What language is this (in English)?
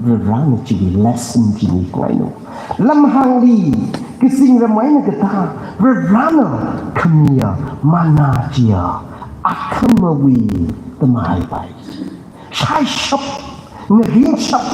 Tangkhul Naga (India)